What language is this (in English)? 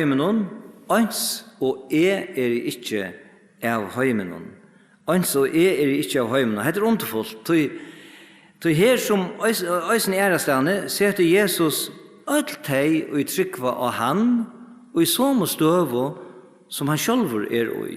Faroese